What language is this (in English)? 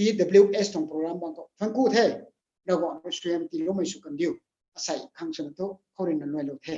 Rongmei Naga